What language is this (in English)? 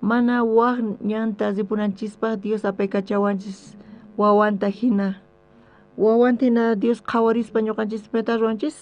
South Bolivian Quechua